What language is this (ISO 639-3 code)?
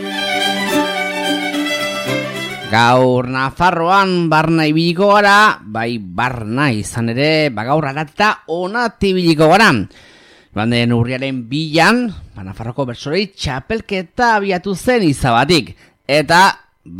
eus